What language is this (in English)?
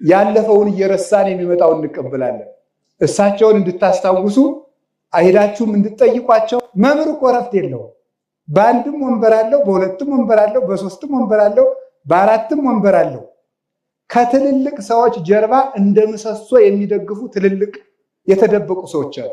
Amharic